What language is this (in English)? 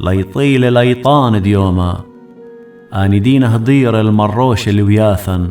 Assyrian Neo-Aramaic